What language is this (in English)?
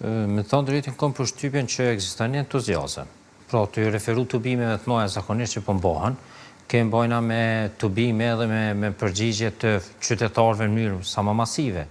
Albanian